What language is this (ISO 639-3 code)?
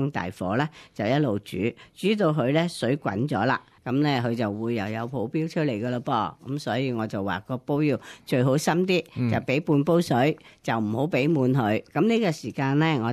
yue